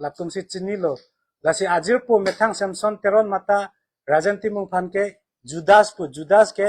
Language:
Karbi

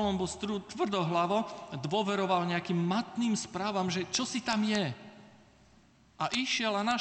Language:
Slovak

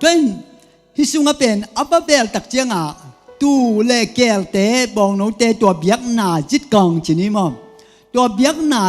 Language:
Tedim Chin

